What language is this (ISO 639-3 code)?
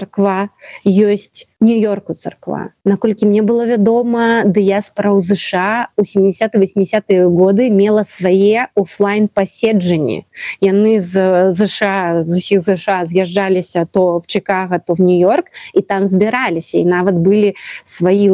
bel